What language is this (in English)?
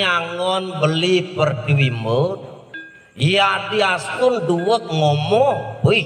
Balinese